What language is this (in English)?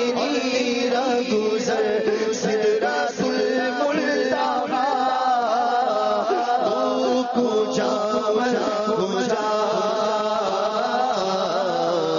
Urdu